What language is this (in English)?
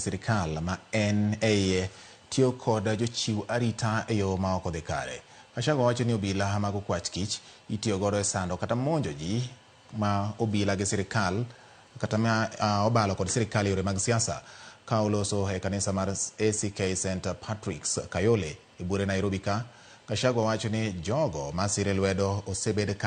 Luo (Kenya and Tanzania)